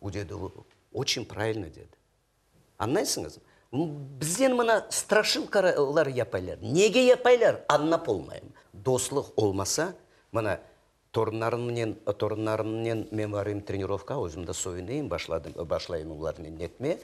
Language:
Crimean Tatar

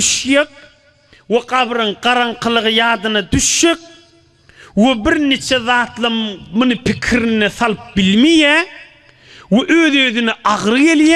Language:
Turkmen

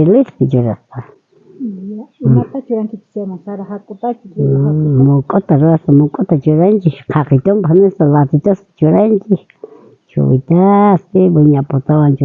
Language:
South Bolivian Quechua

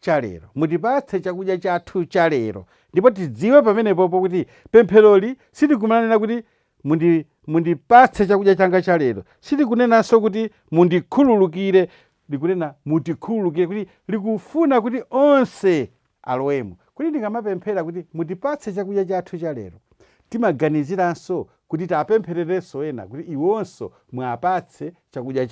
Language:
Nyanja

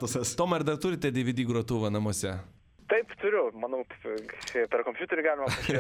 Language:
Lithuanian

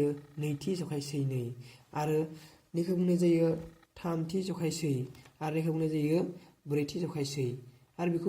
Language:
Bodo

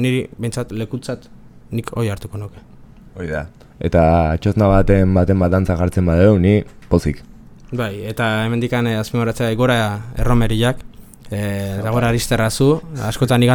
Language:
Basque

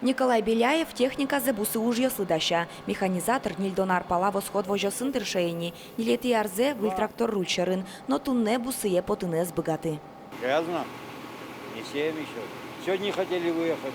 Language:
Udmurt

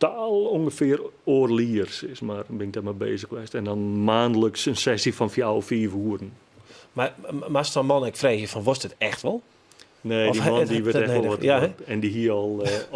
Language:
Western Frisian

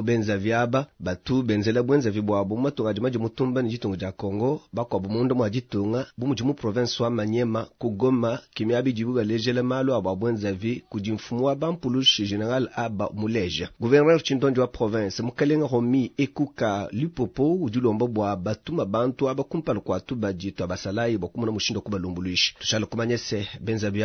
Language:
Luba-Lulua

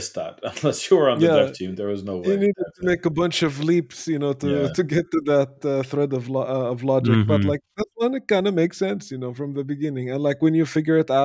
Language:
English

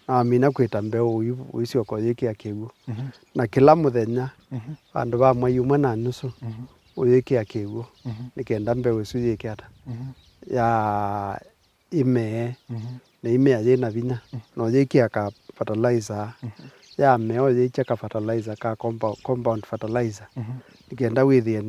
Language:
Kamba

